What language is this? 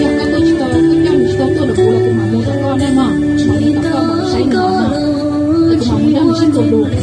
Hmong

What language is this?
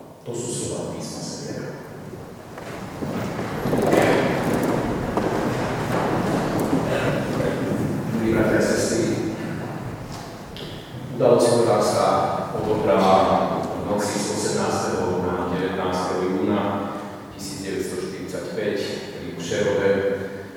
Slovak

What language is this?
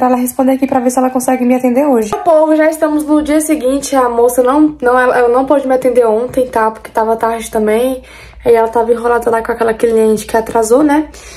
Portuguese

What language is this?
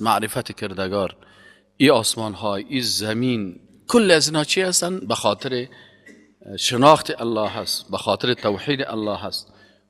Persian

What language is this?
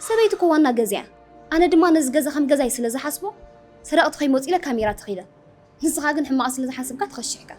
Tigrinya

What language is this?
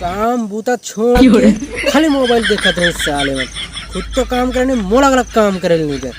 Chhattisgarhi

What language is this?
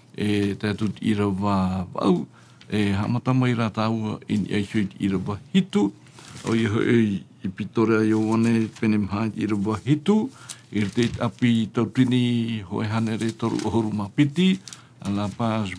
Tahitian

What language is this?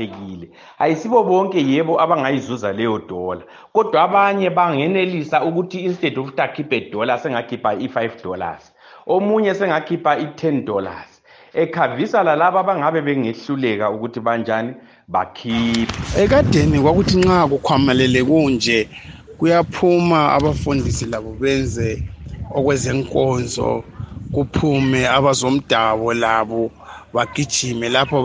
North Ndebele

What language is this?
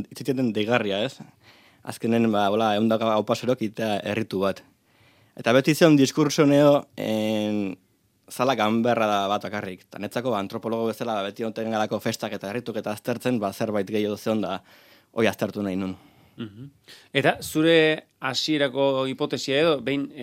Basque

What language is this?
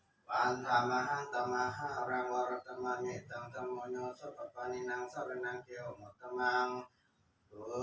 Pali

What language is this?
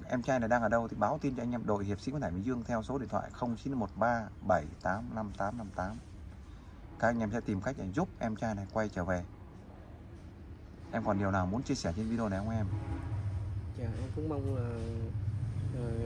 Vietnamese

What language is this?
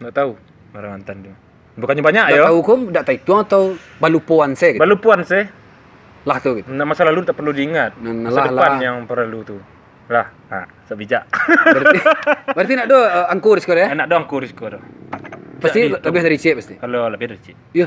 Minangkabau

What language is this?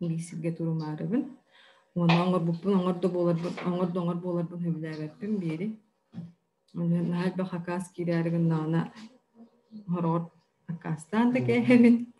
Yakut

